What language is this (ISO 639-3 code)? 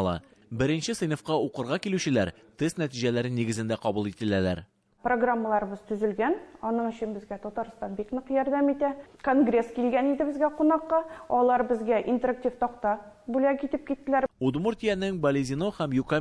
tat